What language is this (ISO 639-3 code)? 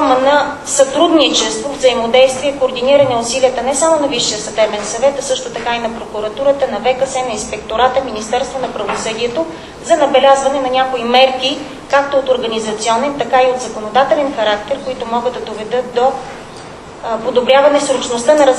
bul